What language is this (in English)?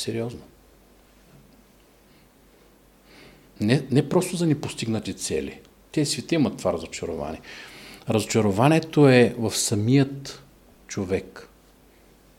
Bulgarian